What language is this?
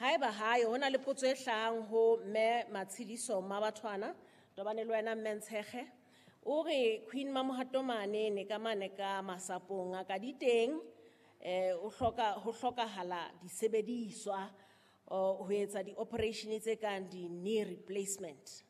Southern Sotho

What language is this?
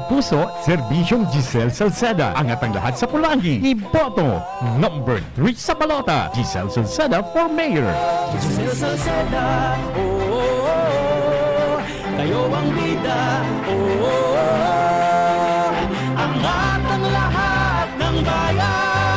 Bikol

